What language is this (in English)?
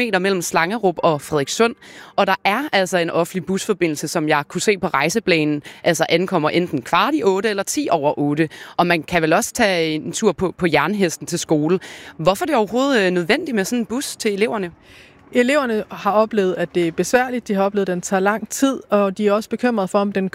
Danish